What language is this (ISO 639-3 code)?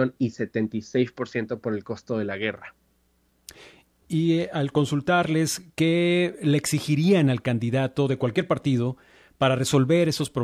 spa